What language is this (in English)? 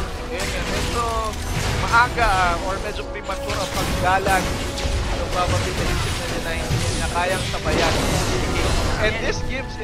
Filipino